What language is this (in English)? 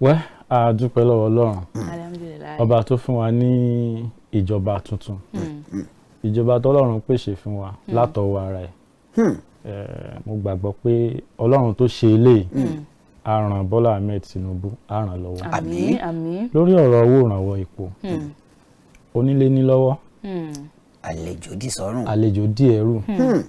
Yoruba